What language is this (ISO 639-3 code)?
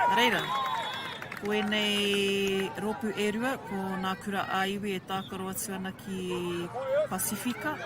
mri